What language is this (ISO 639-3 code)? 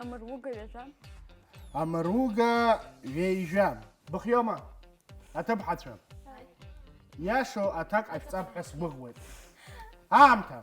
abk